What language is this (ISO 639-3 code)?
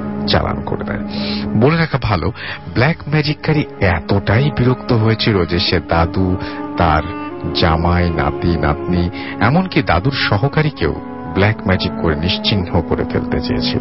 ben